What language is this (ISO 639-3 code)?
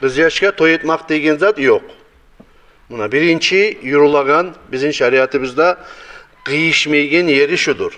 kum